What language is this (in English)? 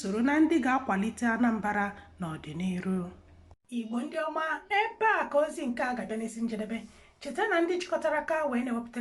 Igbo